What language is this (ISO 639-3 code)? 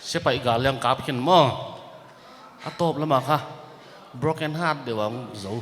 pck